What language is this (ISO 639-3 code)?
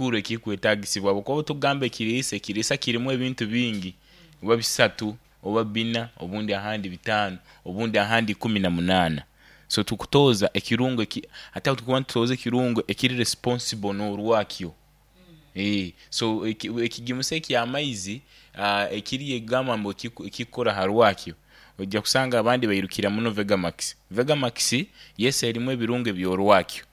nyo